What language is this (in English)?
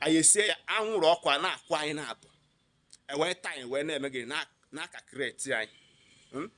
Igbo